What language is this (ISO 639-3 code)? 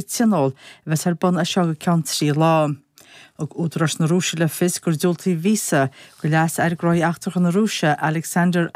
gle